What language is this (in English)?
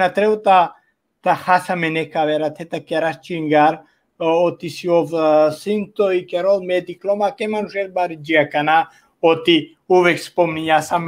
Balkan Romani